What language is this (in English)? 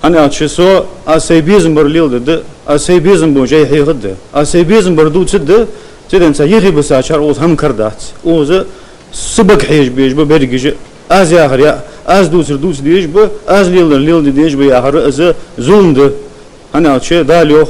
Ingush